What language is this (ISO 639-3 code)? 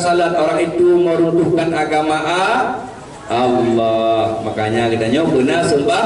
ace